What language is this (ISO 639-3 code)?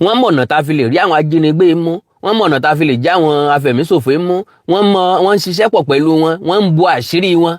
yor